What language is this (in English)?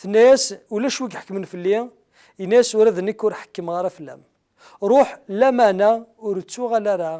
Kabyle